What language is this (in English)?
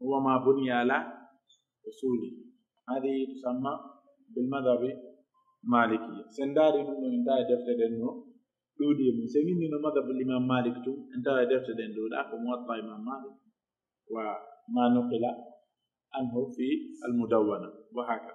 Pular